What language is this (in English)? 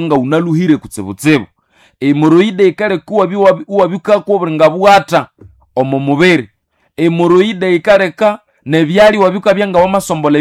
Nande